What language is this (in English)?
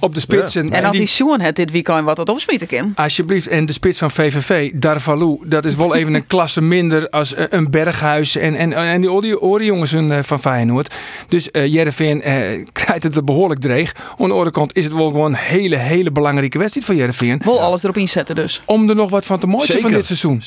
Western Frisian